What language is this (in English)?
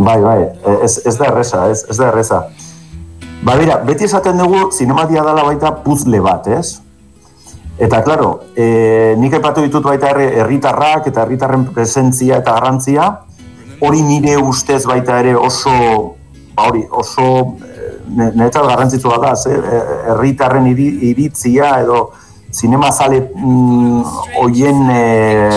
Basque